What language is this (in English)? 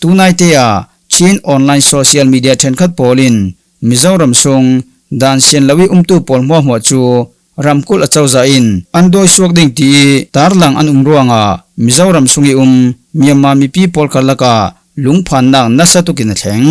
Falam Chin